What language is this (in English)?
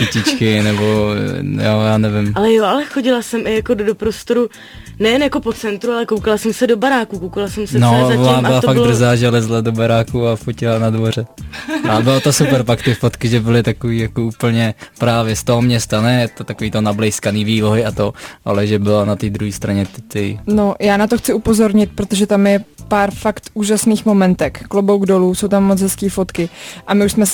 Czech